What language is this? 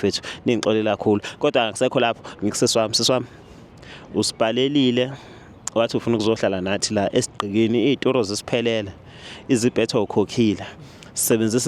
Zulu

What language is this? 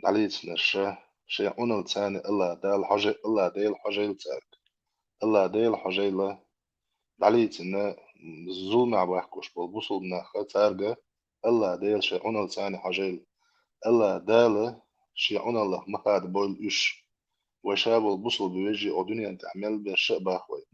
Chechen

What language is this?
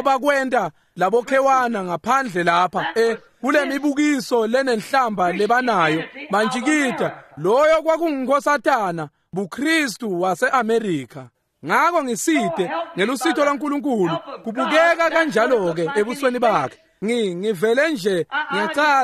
Swati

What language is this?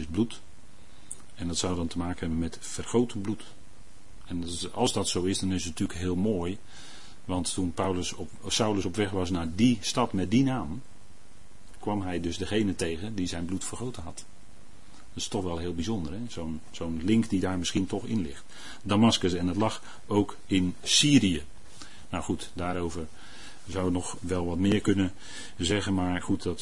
Dutch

